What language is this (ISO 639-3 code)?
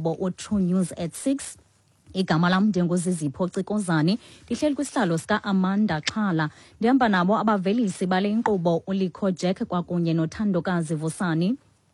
xho